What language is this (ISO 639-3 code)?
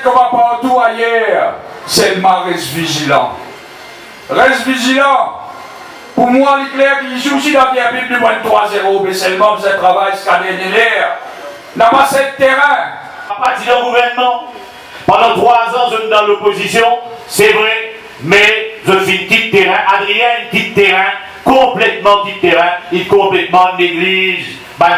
mfe